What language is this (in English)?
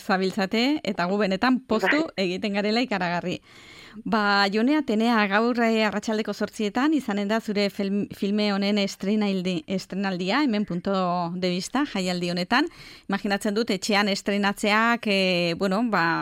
Basque